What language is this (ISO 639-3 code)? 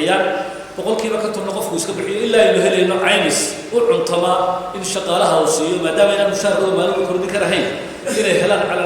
som